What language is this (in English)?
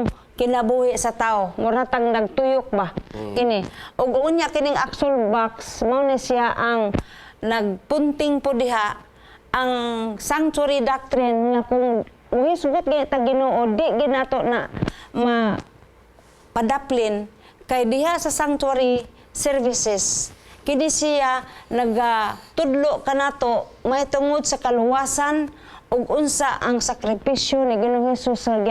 Cebuano